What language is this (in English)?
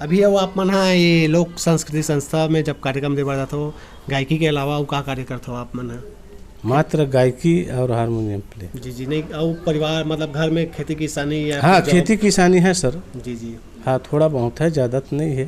Chhattisgarhi